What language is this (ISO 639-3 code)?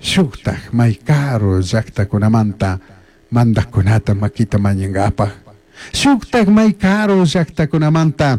qug